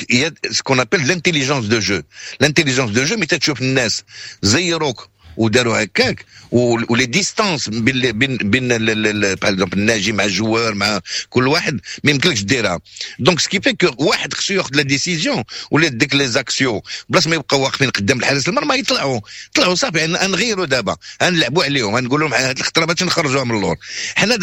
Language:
Moroccan Arabic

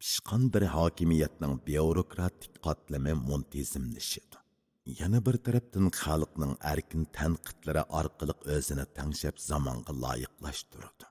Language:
Uyghur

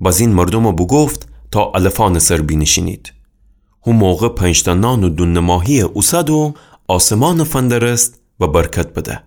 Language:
Gilaki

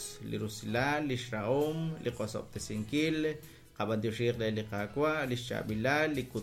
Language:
Kekchí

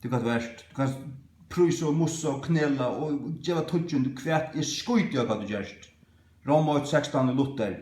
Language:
Faroese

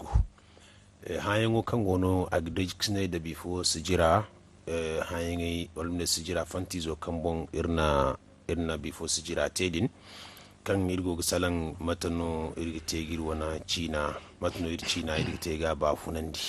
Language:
Zarma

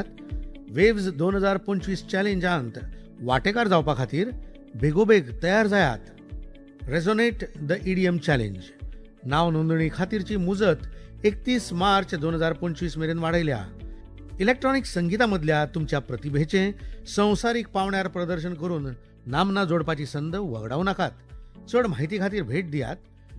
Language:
Konkani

